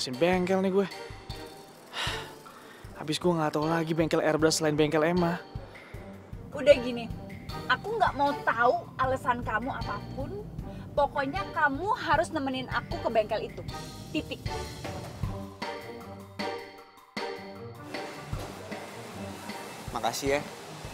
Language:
Indonesian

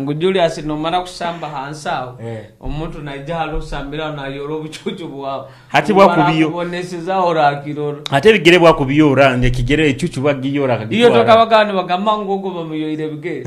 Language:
Nyoro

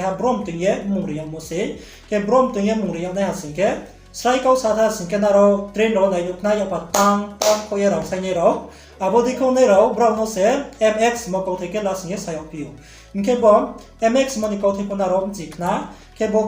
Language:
Riang (India)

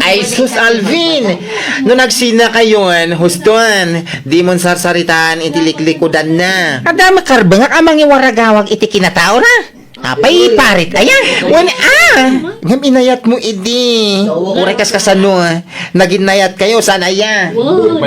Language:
Iloko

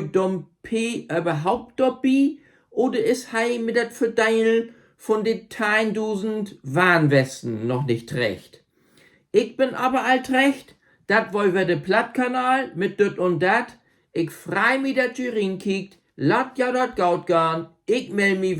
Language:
Low German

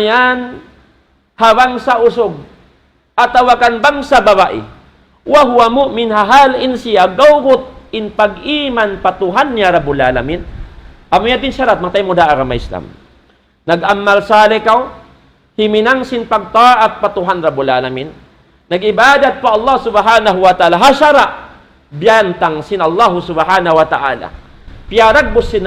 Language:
Tausug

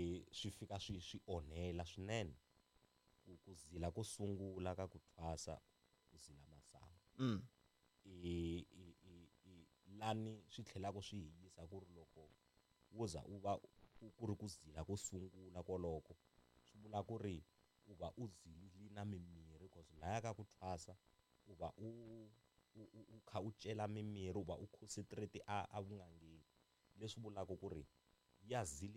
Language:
Tsonga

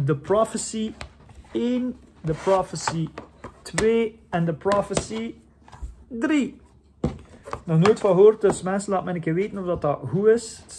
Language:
Dutch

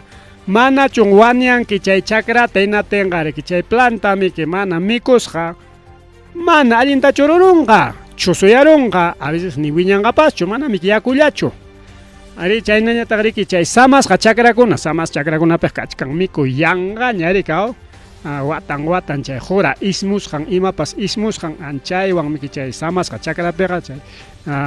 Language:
Ayacucho Quechua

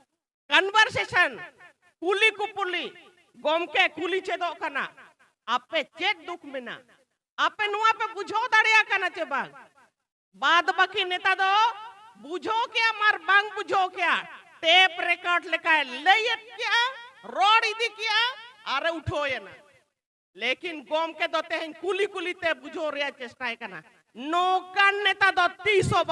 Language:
Santali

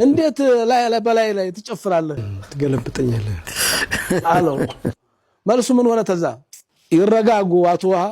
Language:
Amharic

